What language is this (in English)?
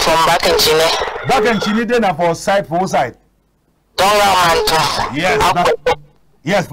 Cameroon Pidgin